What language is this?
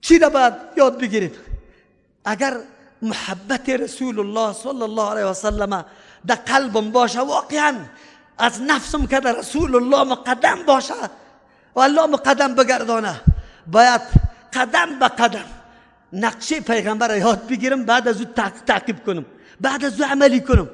Persian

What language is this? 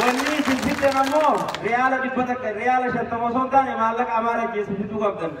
Oromo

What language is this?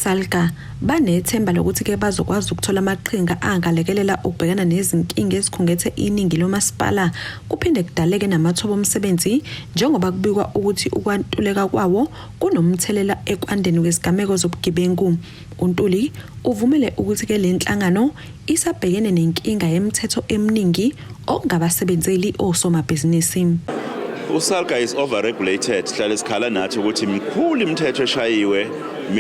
Zulu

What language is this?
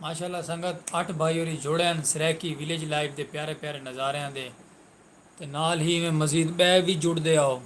Saraiki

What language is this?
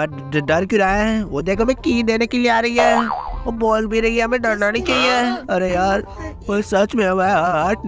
Hindi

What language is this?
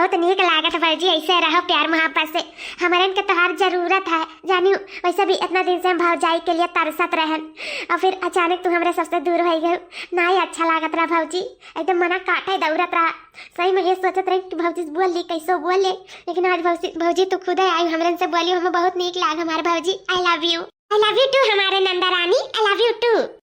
Awadhi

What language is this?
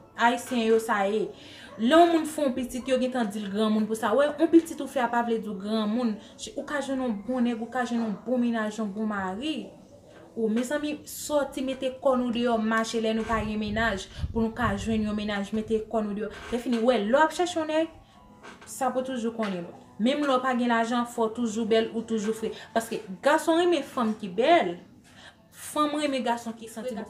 Haitian Creole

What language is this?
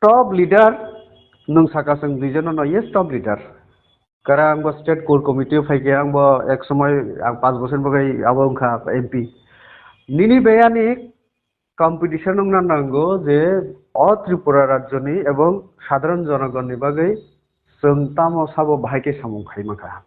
Kok Borok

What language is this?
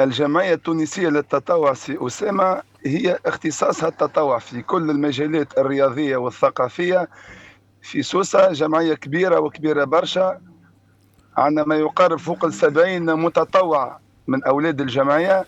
Tunisian Arabic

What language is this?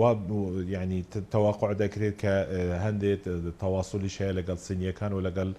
Central Kurdish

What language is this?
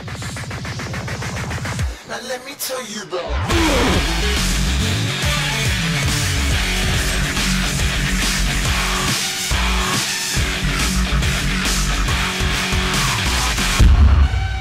Danish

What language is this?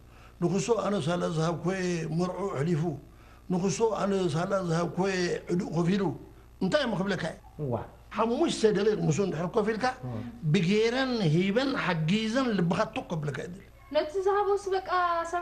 Tigrinya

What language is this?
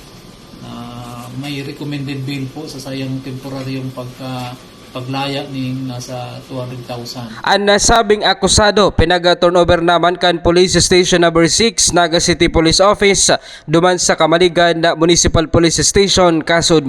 Bikol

